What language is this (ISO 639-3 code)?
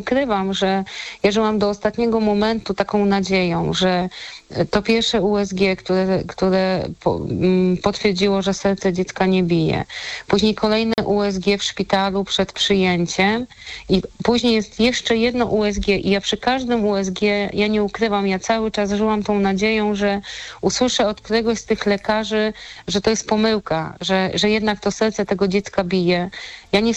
pol